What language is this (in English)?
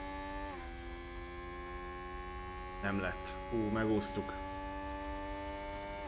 Hungarian